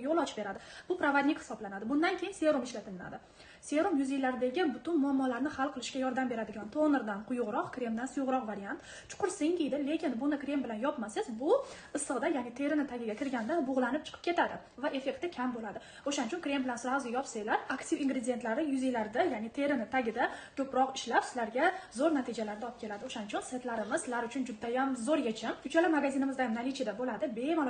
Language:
Uzbek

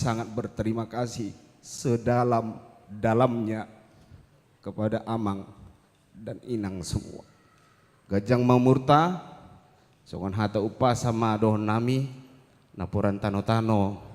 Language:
Batak Toba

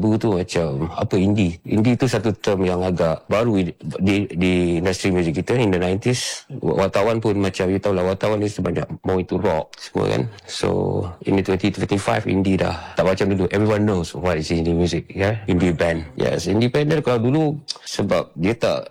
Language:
Malay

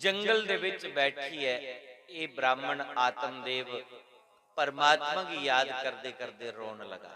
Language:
Dogri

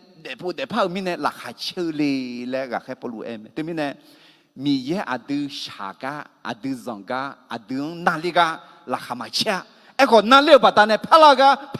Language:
Akha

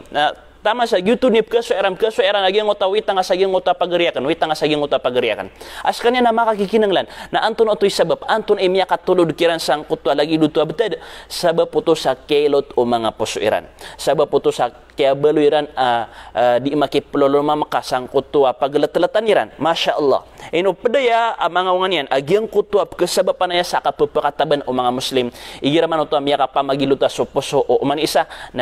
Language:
Maranao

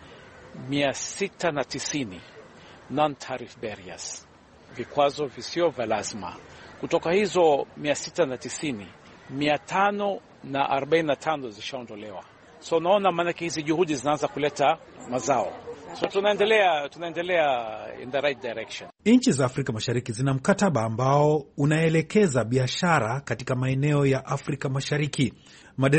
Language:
Swahili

